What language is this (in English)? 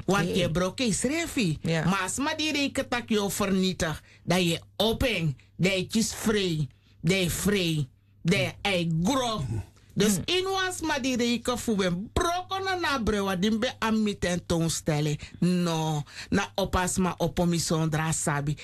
Sranan Tongo